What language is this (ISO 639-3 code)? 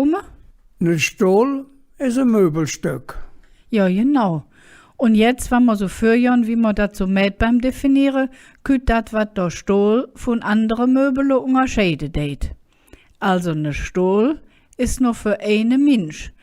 ksh